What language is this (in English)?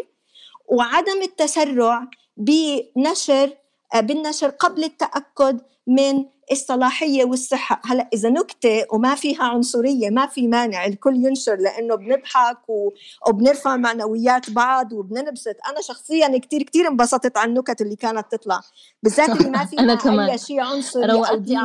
North Levantine Arabic